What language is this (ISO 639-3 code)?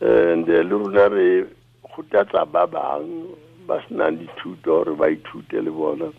tsn